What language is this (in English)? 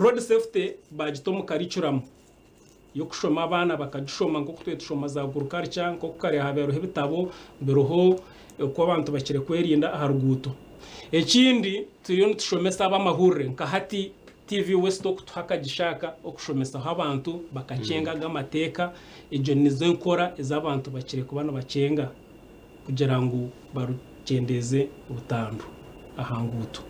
Nyankole